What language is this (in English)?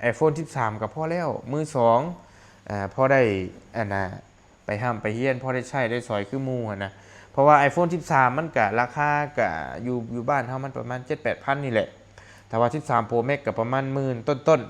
Lao